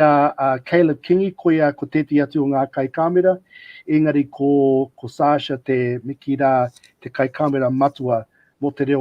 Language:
Māori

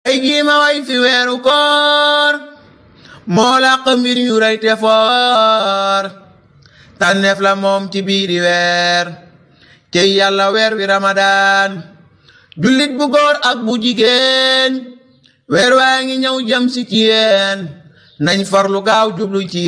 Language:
Wolof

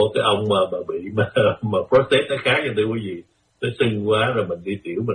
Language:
Vietnamese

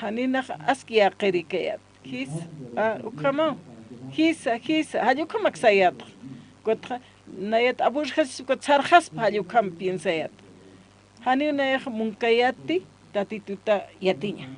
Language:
Aymara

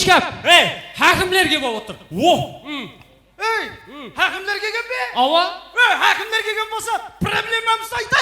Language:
Kara-Kalpak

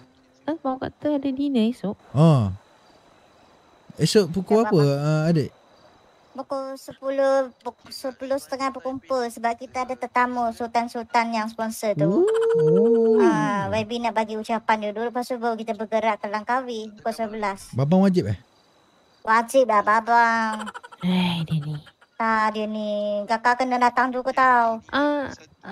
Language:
Malay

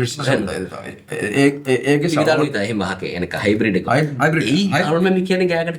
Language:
Divehi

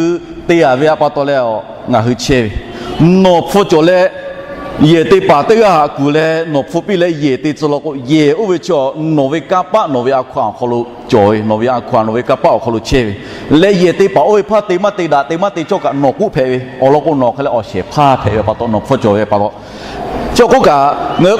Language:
Lahu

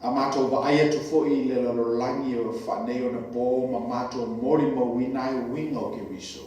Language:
Samoan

